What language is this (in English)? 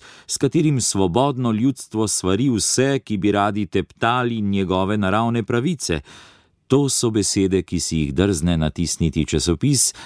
Slovenian